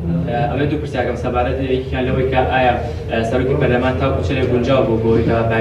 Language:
Central Kurdish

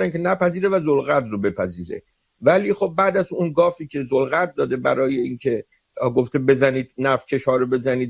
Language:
Persian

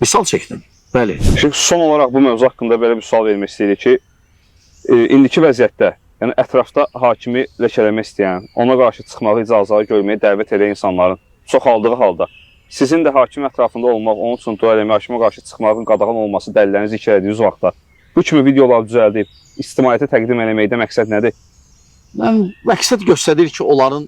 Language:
Azerbaijani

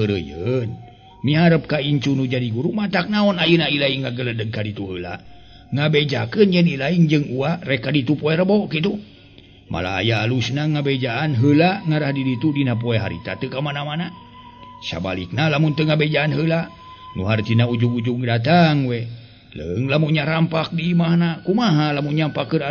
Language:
Sundanese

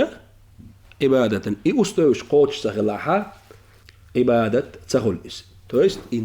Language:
Chechen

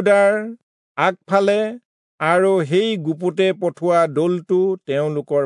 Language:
Assamese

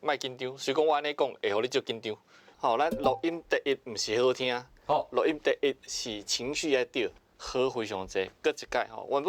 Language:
Min Nan Chinese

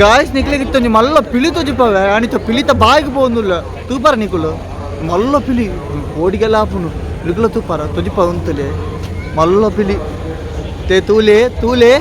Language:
Tulu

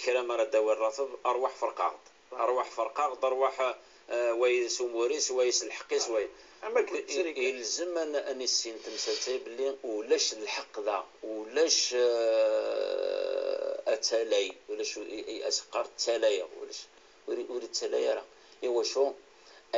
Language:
Kabyle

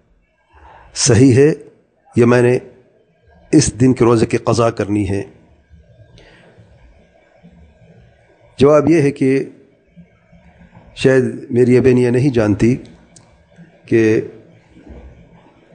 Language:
Urdu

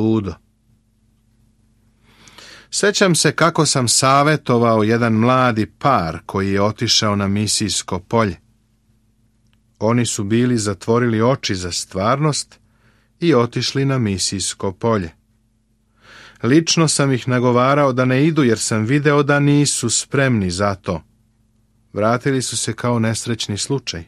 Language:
Serbian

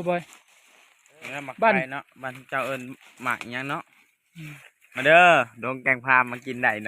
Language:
Lao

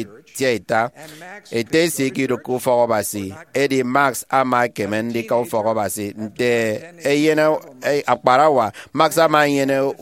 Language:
Efik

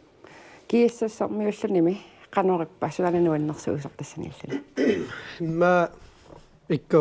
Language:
Kalaallisut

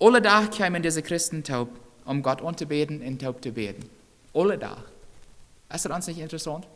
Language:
Plautdietsch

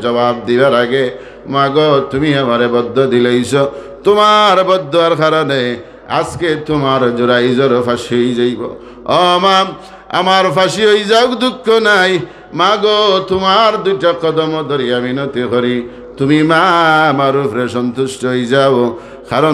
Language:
Sylheti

